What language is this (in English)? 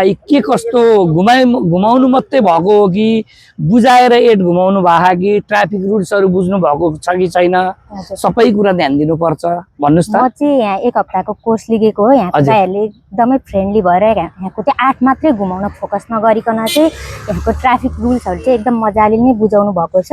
Nepali